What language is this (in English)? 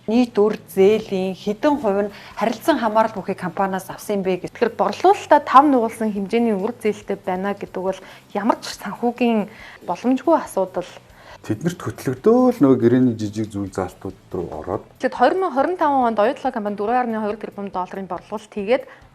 Mongolian